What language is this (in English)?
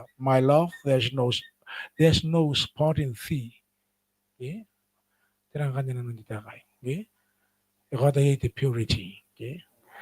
Gilbertese